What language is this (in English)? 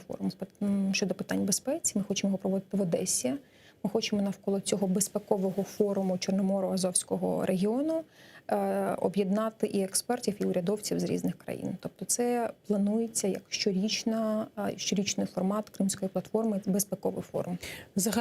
Crimean Tatar